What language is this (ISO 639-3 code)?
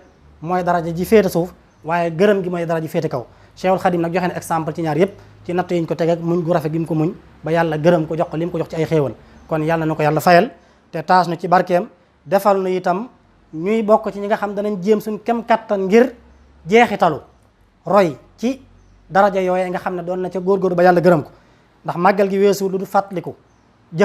wol